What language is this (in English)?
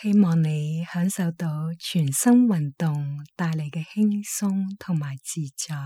Cantonese